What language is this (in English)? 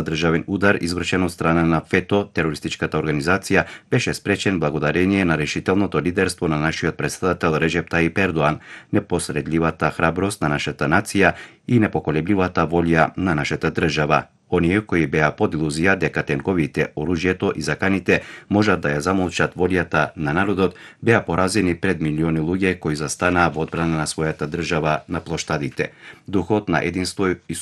Macedonian